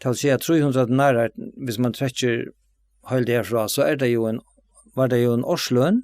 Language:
Faroese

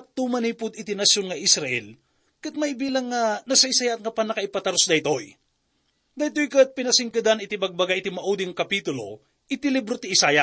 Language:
Iloko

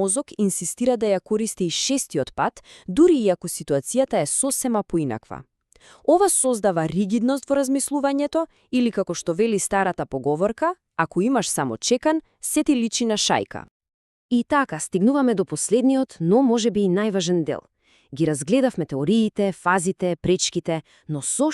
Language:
Macedonian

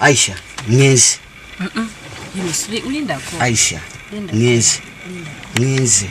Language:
Ganda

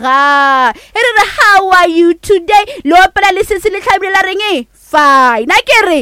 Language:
Northern Sotho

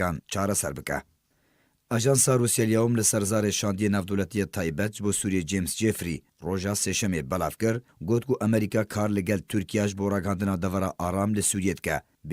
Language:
Kurdish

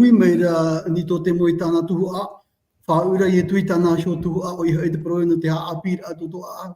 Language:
Tahitian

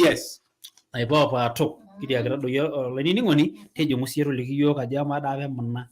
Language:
Masai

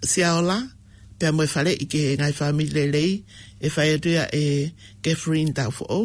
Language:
Tongan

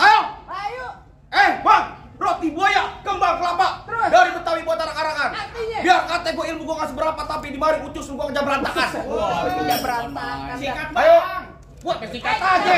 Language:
Betawi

